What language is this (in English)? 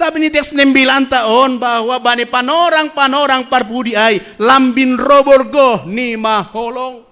Batak Simalungun